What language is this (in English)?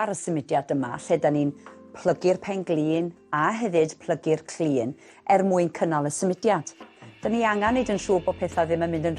Welsh